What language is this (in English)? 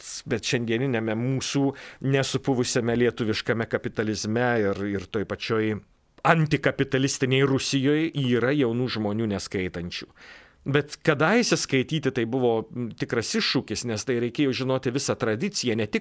Lithuanian